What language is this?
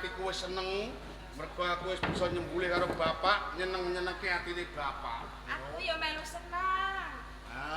Javanese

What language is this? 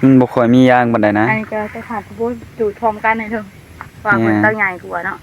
Northeastern Thai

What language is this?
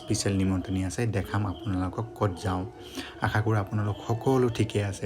Assamese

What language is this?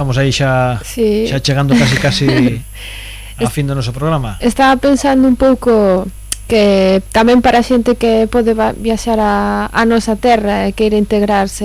Galician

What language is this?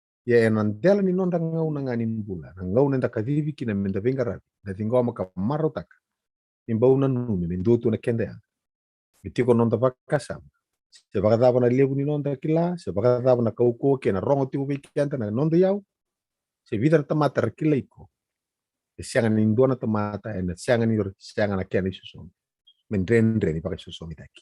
Fijian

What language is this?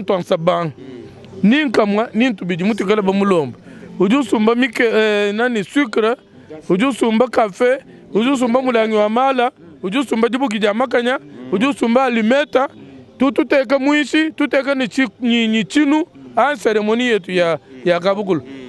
Luba-Lulua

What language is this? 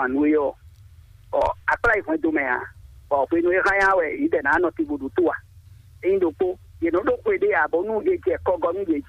Fon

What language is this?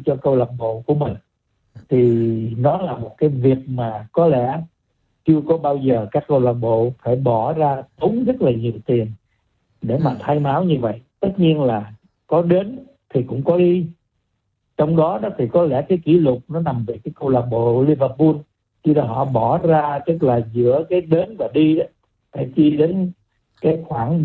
Vietnamese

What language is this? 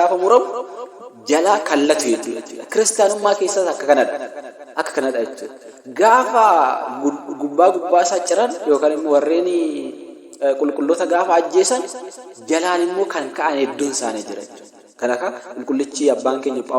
Oromo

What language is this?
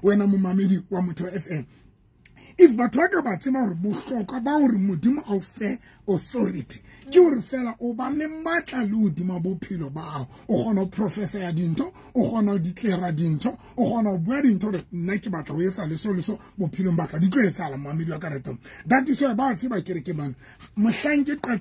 Southern Sotho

